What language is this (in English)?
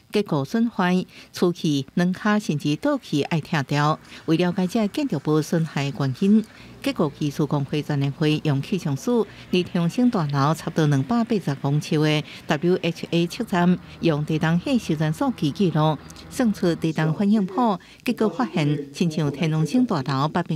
Min Nan Chinese